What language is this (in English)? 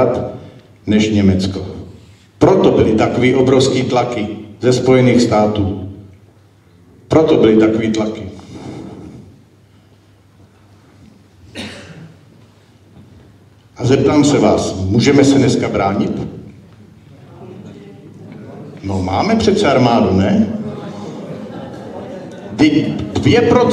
Czech